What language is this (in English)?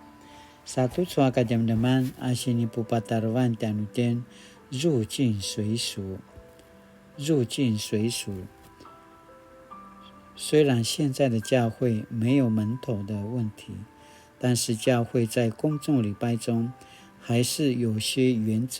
Paiwan